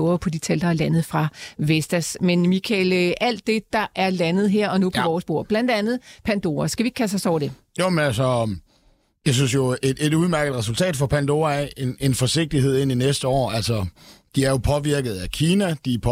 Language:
Danish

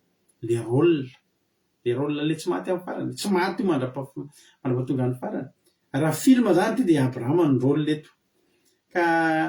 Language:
Malagasy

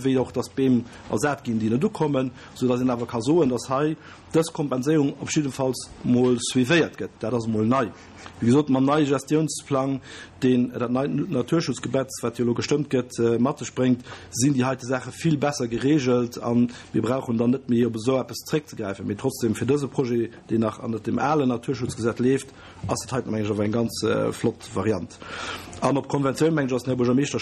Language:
Luxembourgish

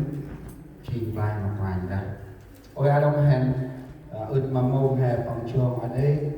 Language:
Central Mnong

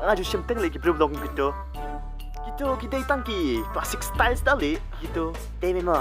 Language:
Khasi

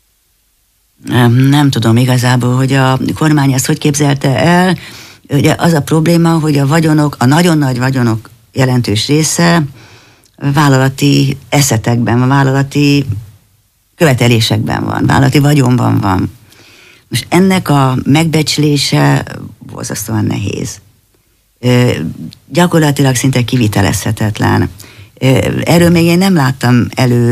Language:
Hungarian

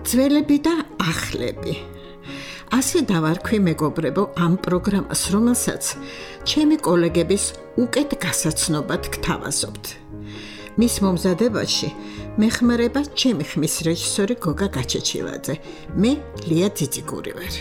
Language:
Georgian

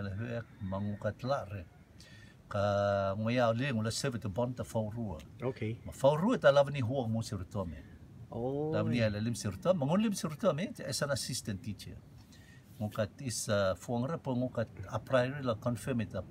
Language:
Rotuman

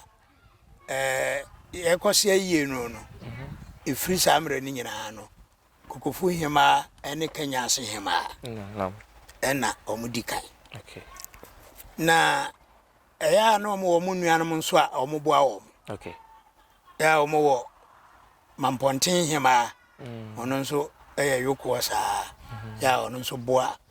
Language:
Akan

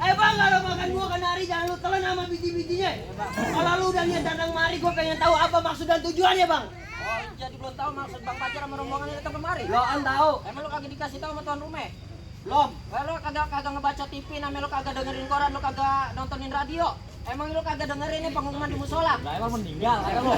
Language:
Betawi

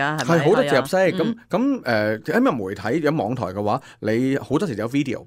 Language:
Cantonese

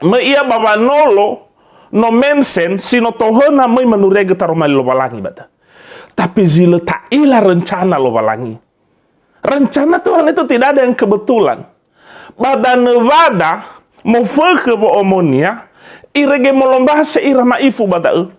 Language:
Nias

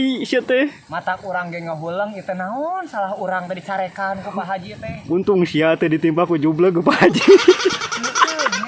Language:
Sundanese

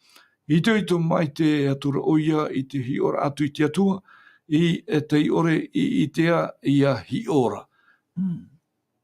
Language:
Tahitian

